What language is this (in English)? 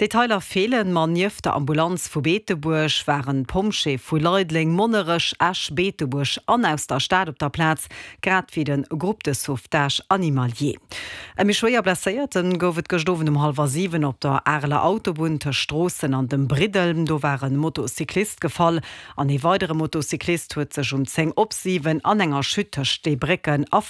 Luxembourgish